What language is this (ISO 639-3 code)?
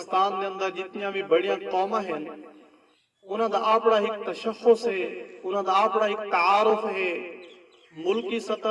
skr